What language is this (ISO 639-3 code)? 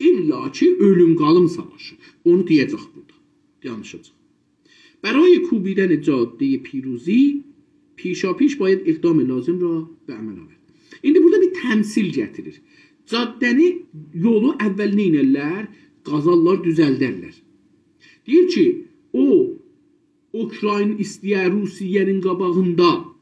azb